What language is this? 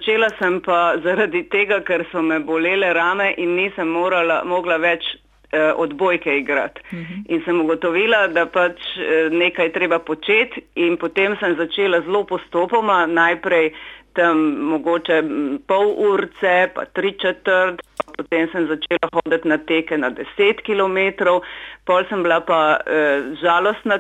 Slovenian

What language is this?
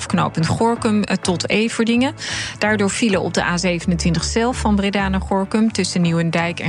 Dutch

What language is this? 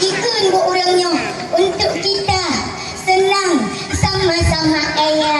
Achinese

